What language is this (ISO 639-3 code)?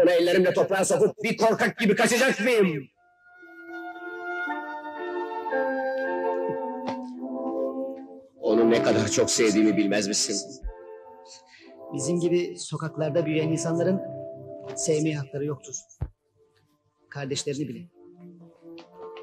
tur